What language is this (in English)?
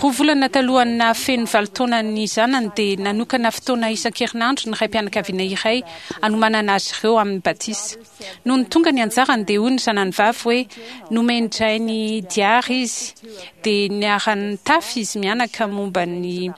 Malagasy